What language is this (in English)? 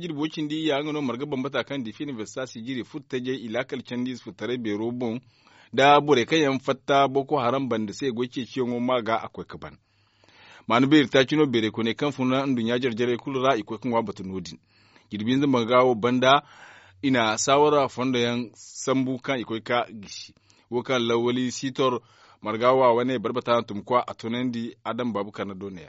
Zarma